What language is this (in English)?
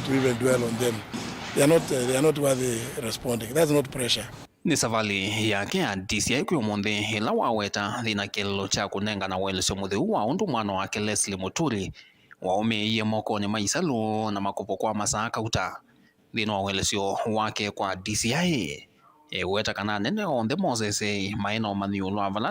Kamba